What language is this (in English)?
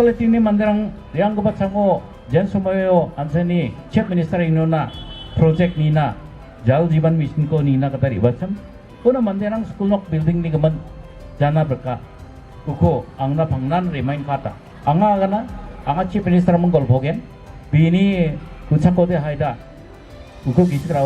Garo